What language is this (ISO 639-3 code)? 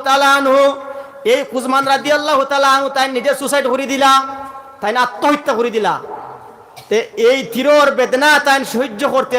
syl